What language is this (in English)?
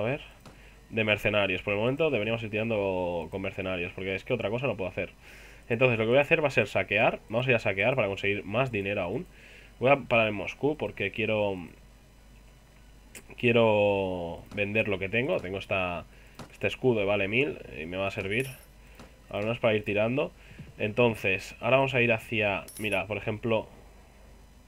Spanish